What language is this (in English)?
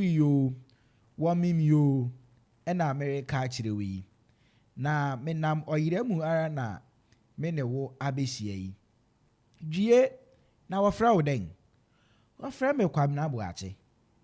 Akan